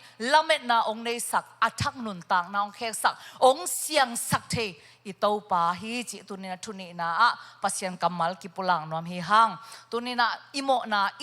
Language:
Tedim Chin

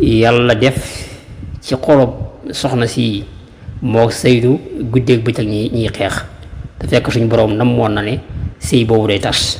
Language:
Wolof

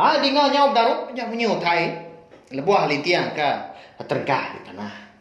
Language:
Iban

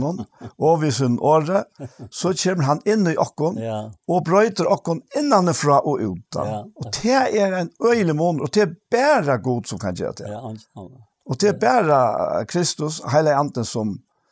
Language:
Faroese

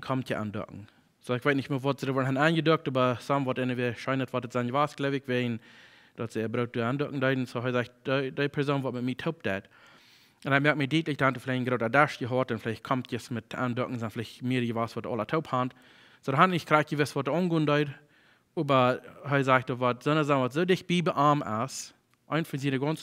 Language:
Plautdietsch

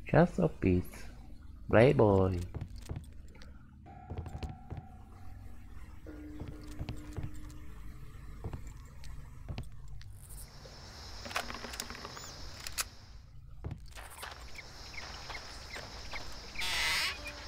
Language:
Slovak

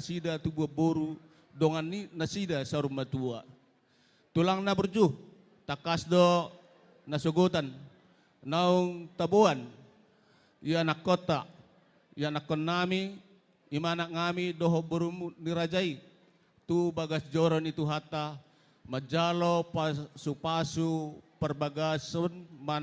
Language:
Batak Toba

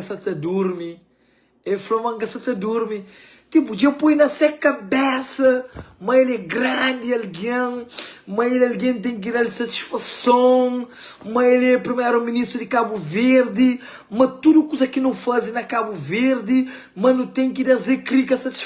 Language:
Kabuverdianu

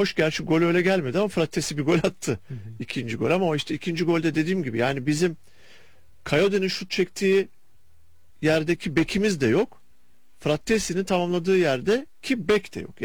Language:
Turkish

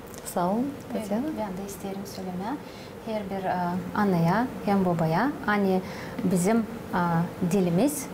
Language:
Gagauz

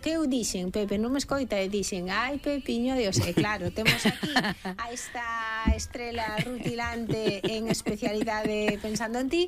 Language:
Galician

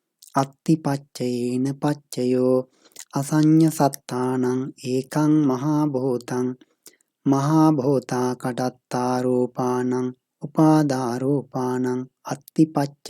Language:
Pali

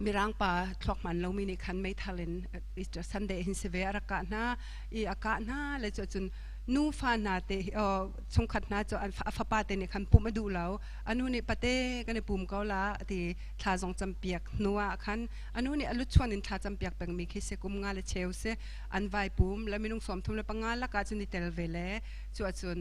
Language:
Hakha Chin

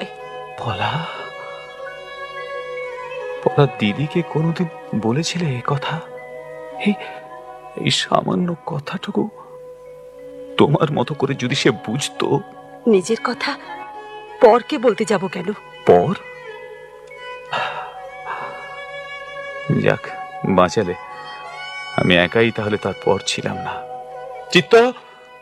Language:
Bangla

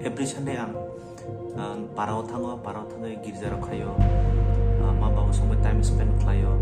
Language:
Kok Borok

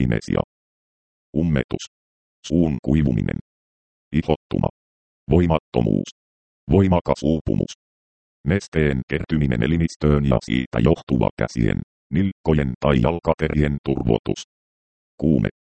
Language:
Finnish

